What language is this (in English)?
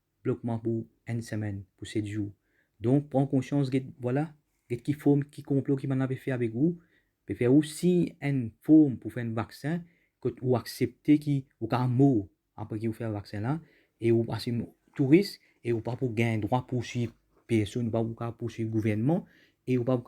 Morisyen